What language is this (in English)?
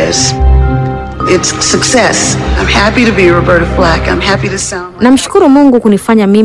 Swahili